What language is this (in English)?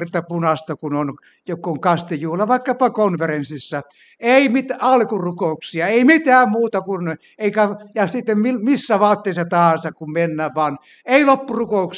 Finnish